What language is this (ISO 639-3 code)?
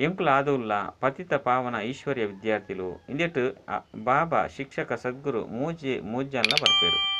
tcy